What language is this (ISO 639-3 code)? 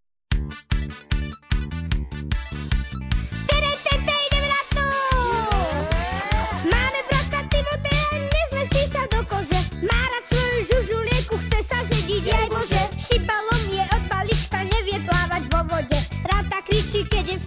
slk